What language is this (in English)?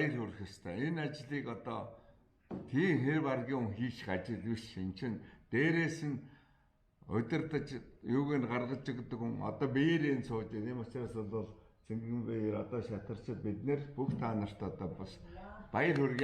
Mongolian